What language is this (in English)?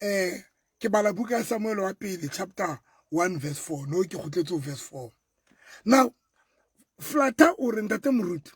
Southern Sotho